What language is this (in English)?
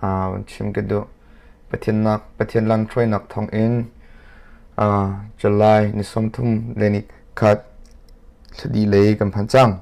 Hakha Chin